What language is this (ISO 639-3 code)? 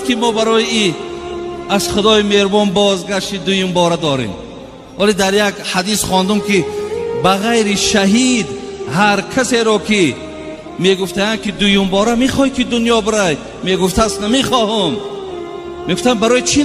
tgk